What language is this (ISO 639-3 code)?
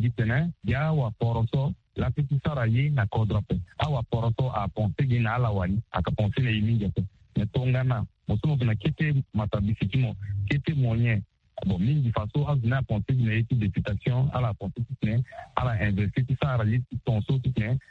sag